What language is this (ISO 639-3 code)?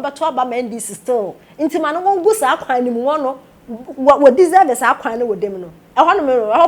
aka